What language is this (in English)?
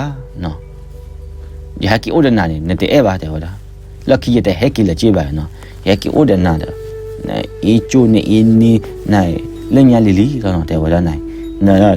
S'gaw Karen